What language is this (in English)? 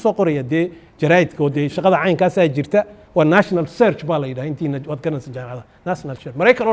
Somali